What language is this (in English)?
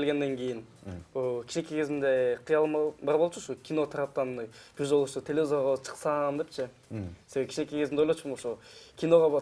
Kyrgyz